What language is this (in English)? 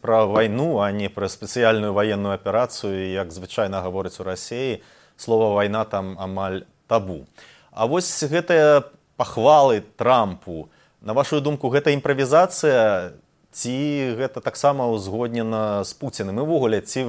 Belarusian